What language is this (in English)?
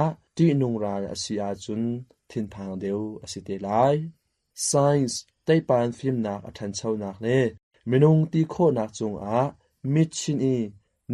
Hakha Chin